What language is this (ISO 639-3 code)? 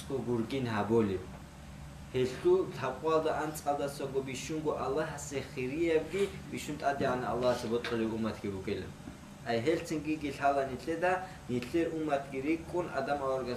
ava